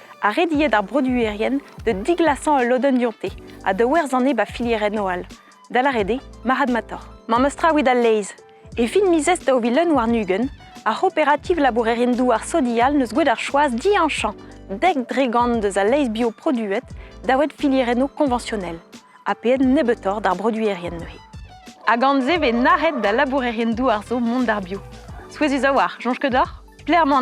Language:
Breton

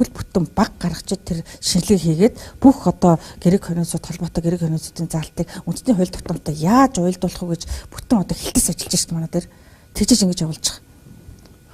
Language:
Mongolian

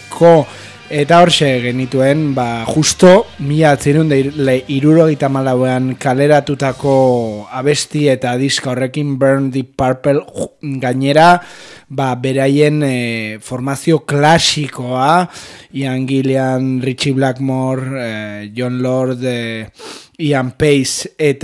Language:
Basque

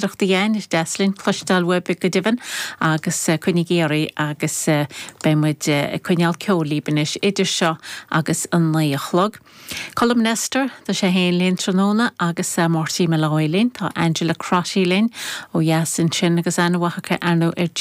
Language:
Irish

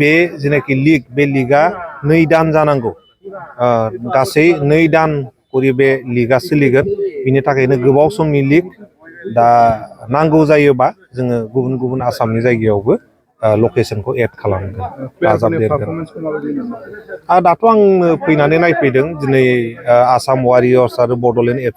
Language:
Bodo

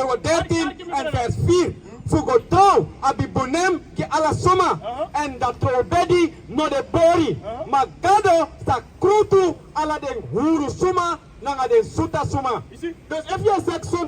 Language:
Sranan Tongo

